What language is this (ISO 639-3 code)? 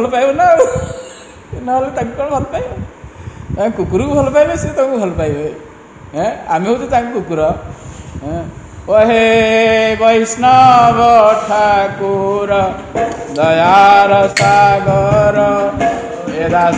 ori